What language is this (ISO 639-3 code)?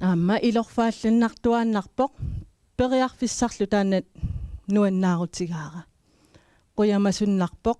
kal